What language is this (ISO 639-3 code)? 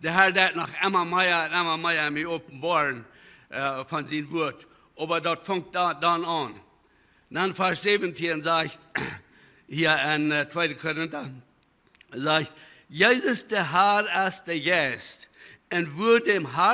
pdt